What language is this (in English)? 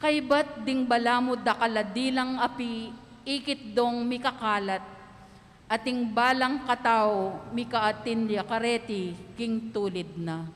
Pampanga